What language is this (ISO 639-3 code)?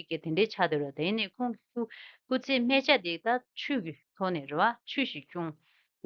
bod